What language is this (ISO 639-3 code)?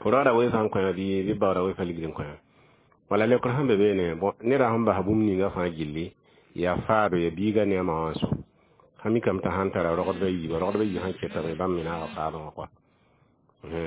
mos